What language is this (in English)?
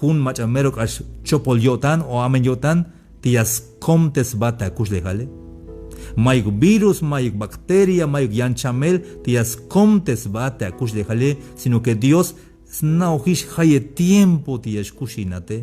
Tzeltal